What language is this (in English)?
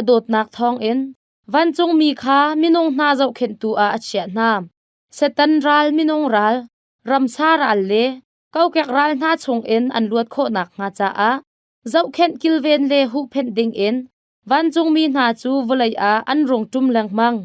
Hakha Chin